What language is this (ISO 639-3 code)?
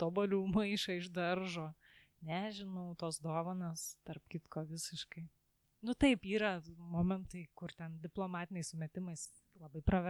lit